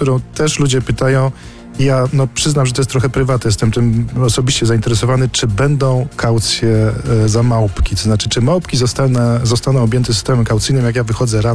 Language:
Polish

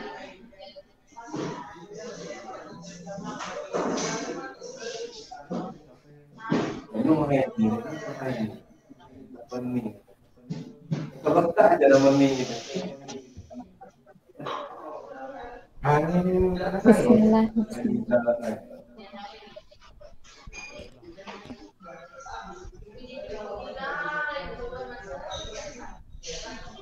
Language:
Malay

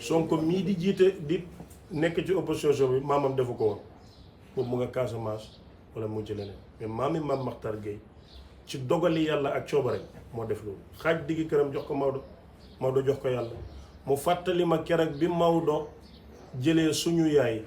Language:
Wolof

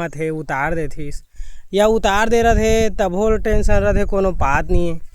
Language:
Chhattisgarhi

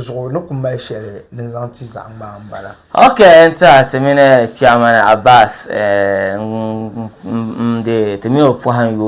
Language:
Dagbani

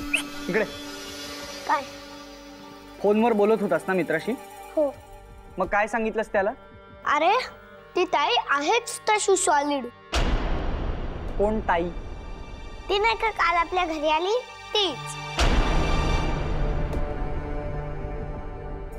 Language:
Marathi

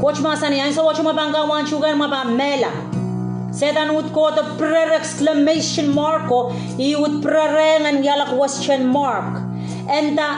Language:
Pohnpeian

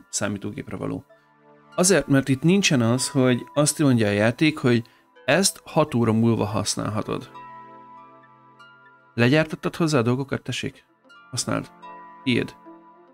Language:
Hungarian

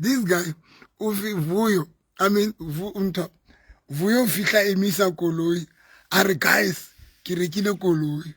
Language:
Southern Sotho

